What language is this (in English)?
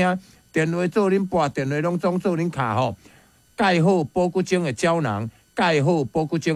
Min Nan Chinese